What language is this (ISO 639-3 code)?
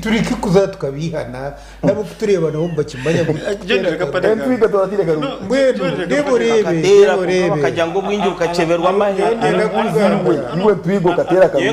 nyn